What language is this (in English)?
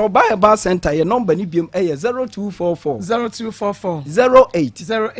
Akan